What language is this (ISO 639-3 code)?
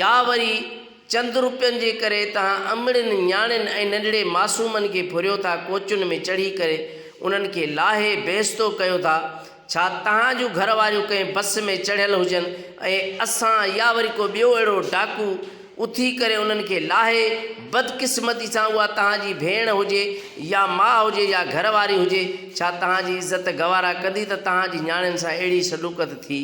snd